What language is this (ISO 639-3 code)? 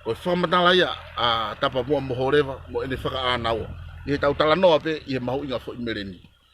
ton